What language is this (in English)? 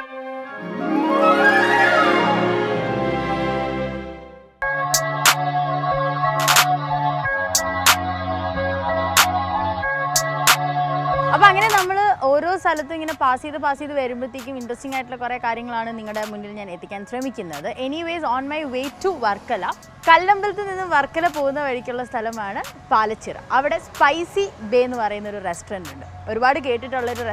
Malayalam